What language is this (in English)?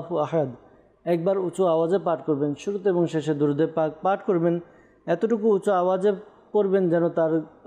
Bangla